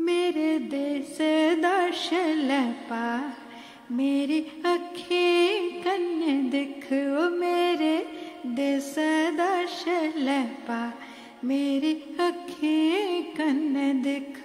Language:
Dogri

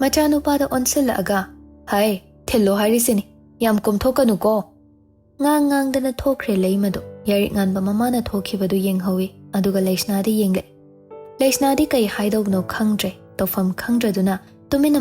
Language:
Manipuri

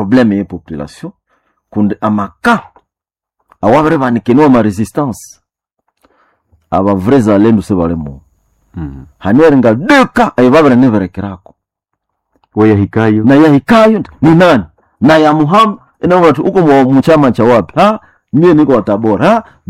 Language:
Swahili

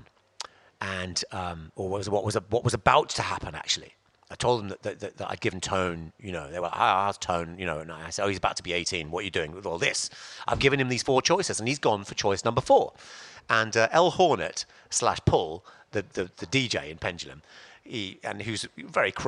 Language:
English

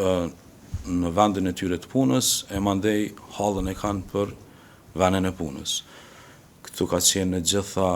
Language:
Albanian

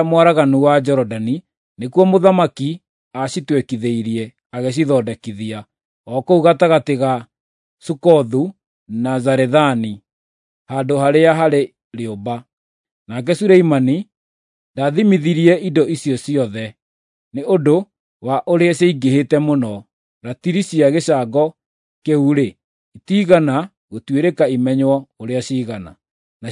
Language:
Kikuyu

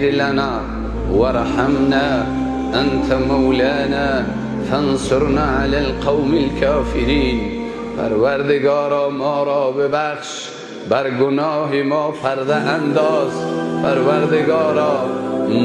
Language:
Persian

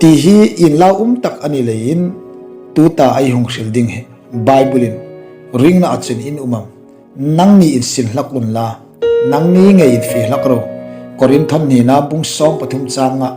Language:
Hmar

